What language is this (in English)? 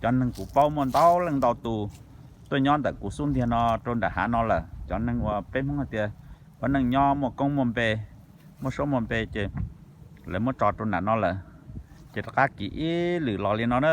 Hmong